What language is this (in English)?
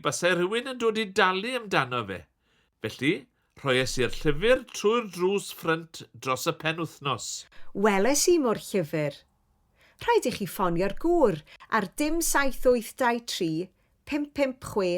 Welsh